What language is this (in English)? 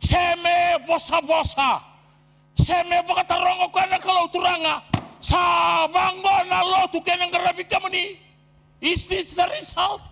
Fijian